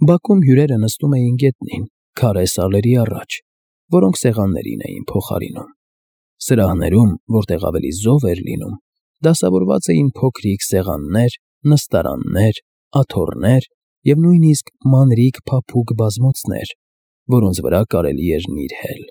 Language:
Armenian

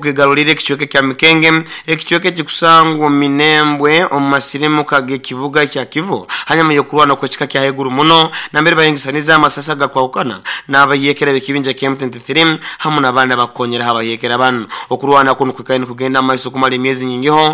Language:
Nyoro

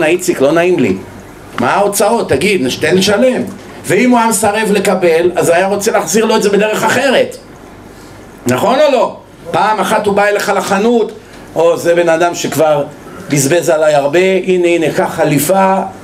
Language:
Hebrew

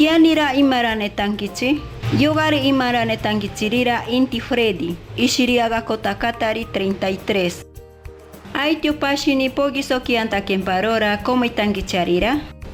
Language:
Machiguenga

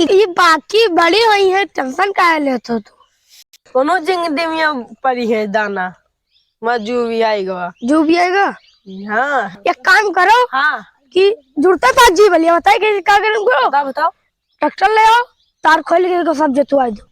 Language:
Awadhi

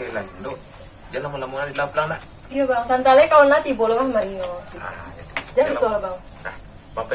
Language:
Minangkabau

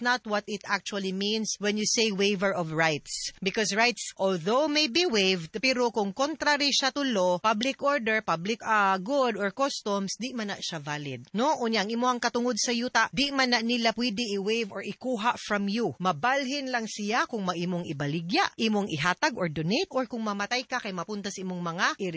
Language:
Cebuano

